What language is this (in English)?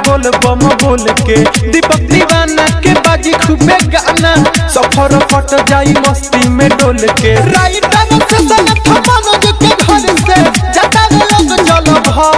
Bhojpuri